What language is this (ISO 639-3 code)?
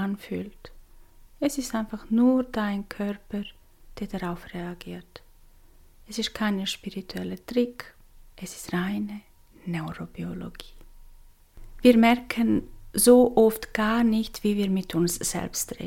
deu